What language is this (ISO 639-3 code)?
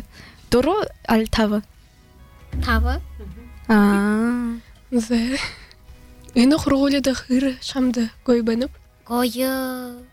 bua